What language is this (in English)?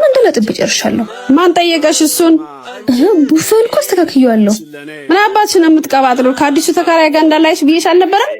Amharic